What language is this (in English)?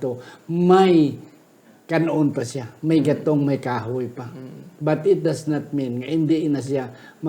Hiligaynon